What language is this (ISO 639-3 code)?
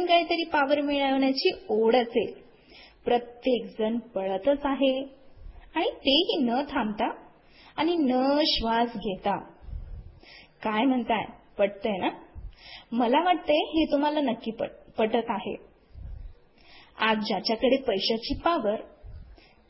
mar